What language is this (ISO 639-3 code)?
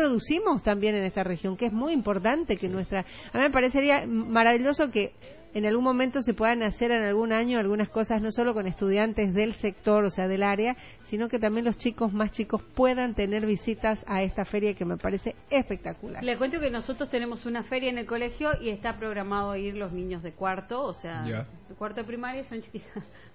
spa